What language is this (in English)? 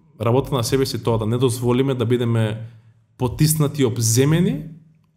Macedonian